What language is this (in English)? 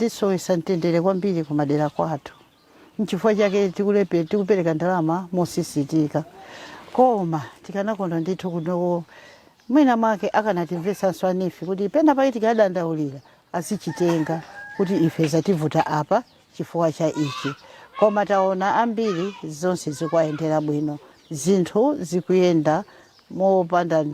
Nyanja